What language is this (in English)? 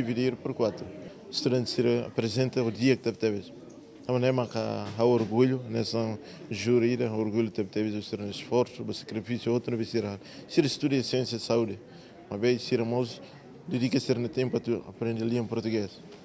Tetum